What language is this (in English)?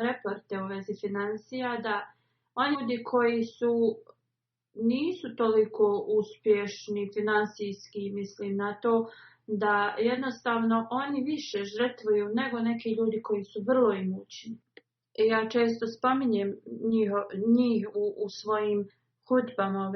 Bosnian